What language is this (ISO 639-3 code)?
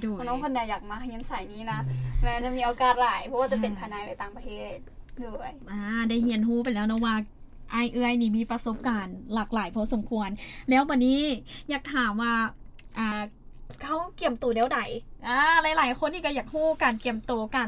lao